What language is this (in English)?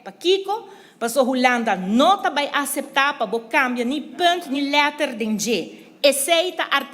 Papiamento